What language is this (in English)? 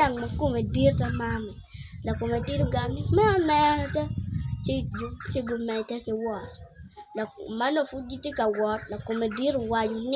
Acoli